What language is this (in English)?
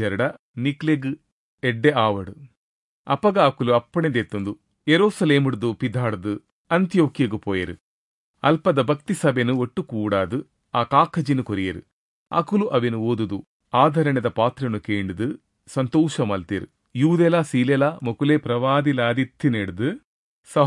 Tulu